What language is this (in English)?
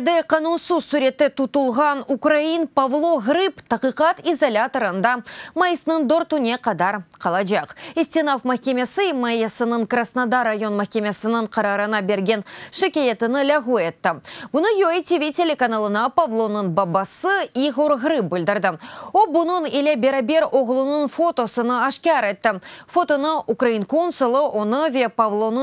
Crimean Tatar